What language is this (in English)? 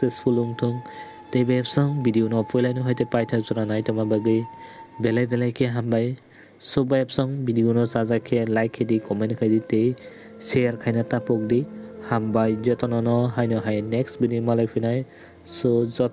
Kok Borok